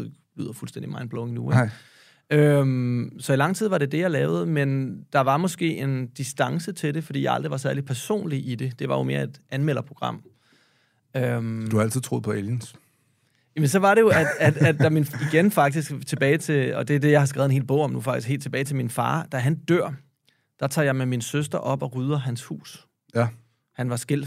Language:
Danish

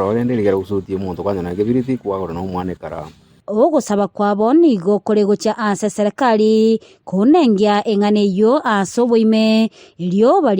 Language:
Gusii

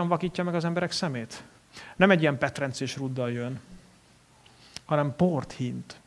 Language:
Hungarian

